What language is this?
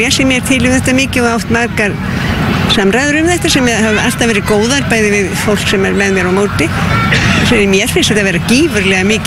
Icelandic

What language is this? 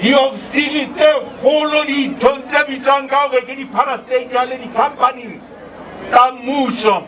Southern Sotho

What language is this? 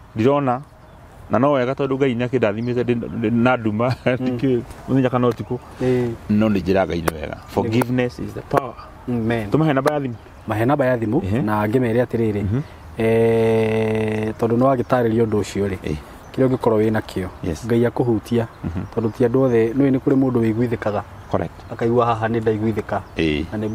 Kikuyu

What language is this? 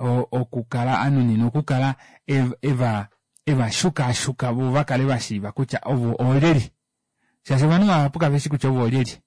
Kuanyama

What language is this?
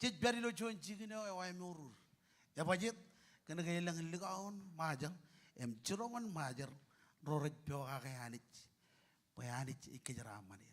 Marshallese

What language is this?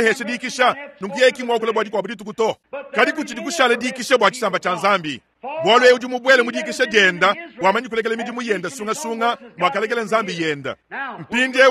Luba-Lulua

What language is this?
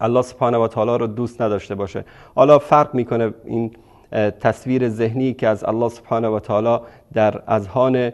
Persian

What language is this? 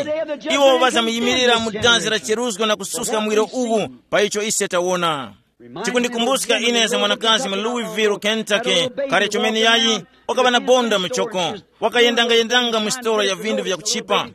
Tumbuka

